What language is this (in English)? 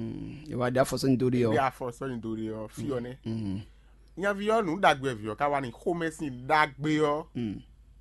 Fon